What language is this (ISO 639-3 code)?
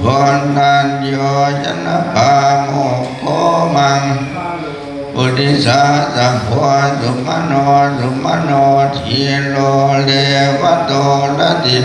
pli